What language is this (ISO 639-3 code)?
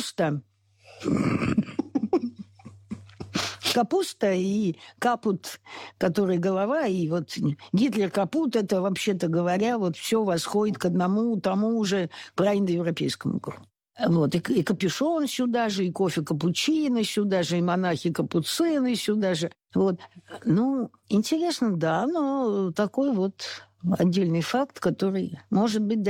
rus